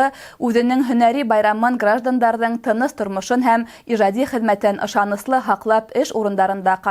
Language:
Bashkir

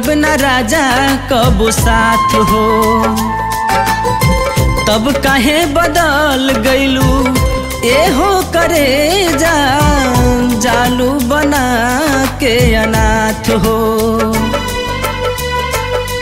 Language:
Bhojpuri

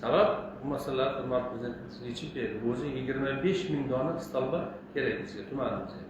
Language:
Uzbek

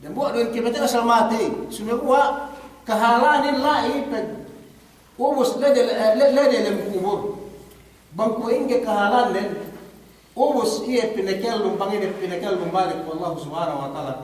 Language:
Yakan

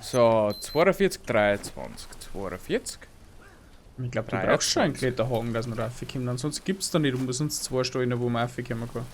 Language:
Bavarian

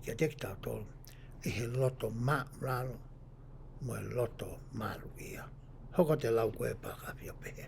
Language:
Tongan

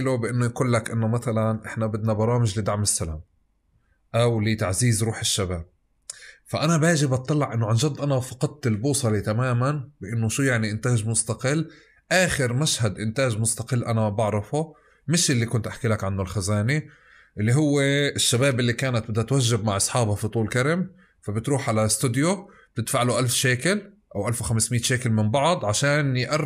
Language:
North Levantine Arabic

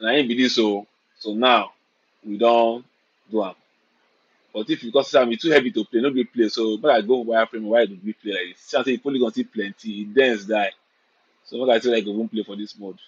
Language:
Nigerian Pidgin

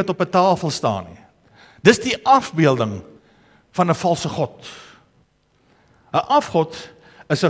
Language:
Afrikaans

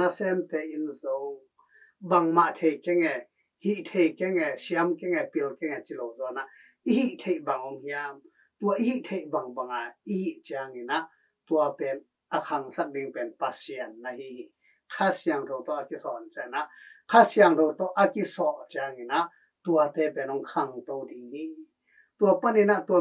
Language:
Tedim Chin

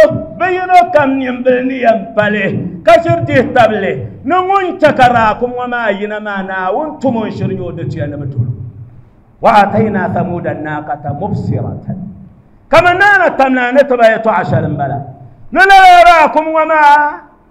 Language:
Dagbani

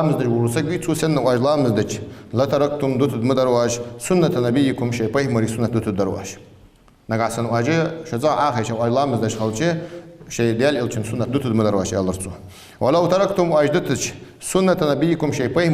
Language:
Ingush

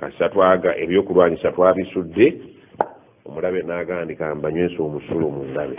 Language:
Ganda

